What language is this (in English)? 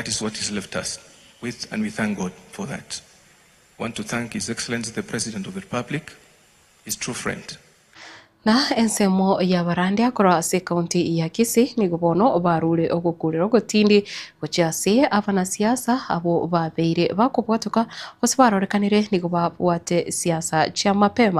Gusii